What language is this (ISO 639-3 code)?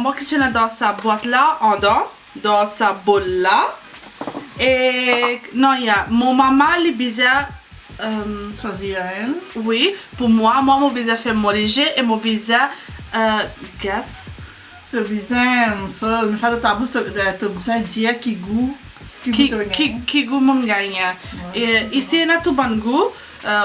mfe